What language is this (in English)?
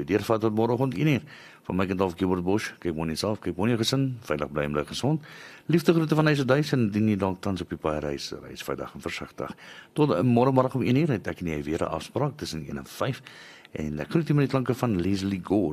Afrikaans